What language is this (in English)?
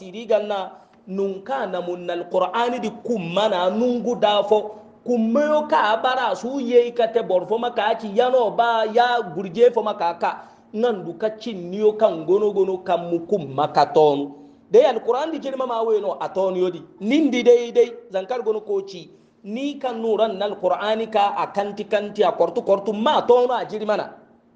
Hausa